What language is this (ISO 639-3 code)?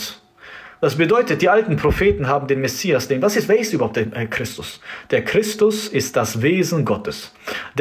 deu